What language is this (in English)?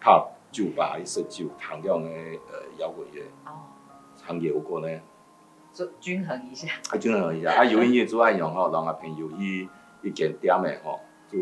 Hakka Chinese